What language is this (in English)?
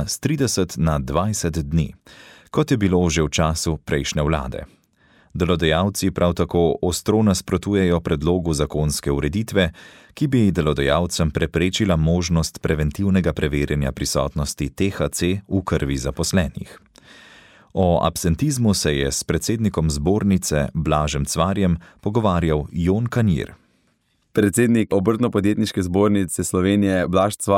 Slovenian